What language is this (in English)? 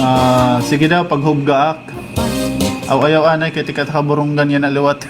Waray